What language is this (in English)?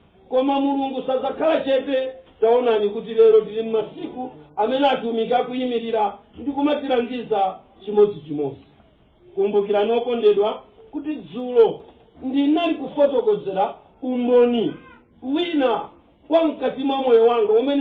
Nyanja